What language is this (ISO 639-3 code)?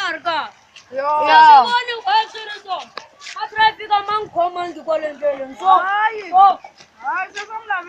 tso